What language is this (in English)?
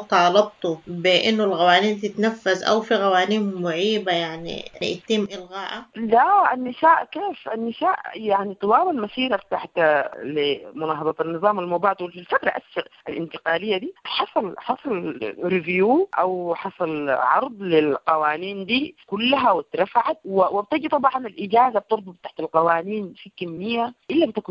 Sudanese Arabic